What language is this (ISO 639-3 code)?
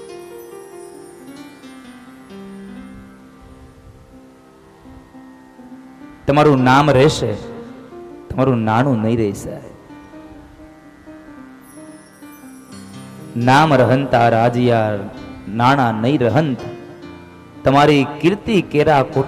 guj